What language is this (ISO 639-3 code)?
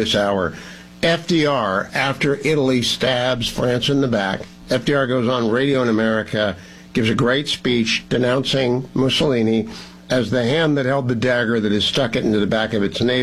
eng